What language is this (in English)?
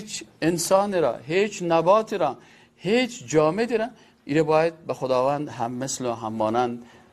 Persian